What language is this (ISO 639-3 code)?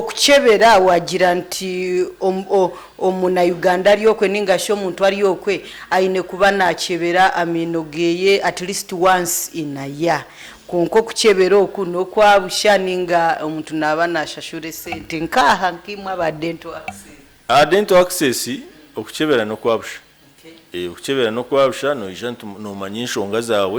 nyn